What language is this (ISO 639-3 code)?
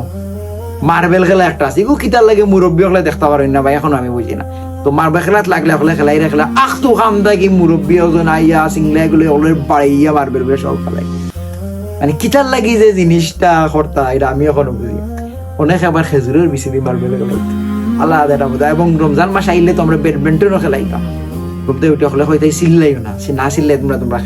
syl